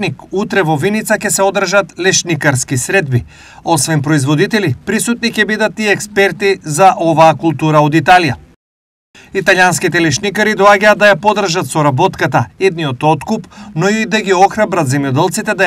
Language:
Macedonian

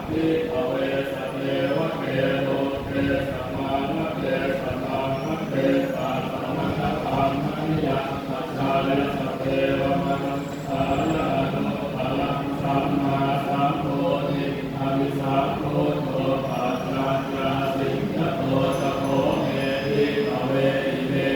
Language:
Pali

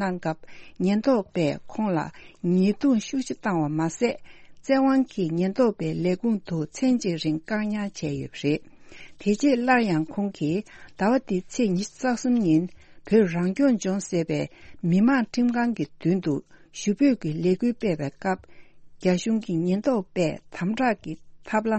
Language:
Tibetan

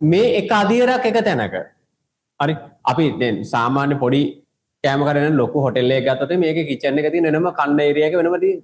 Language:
Sinhala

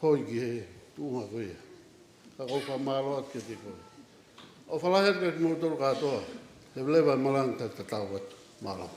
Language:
Tongan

